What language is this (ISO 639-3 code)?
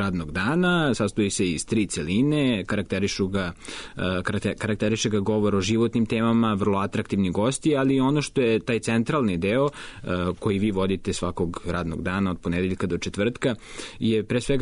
srp